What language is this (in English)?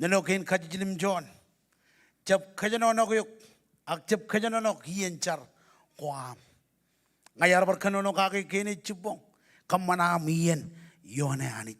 Marshallese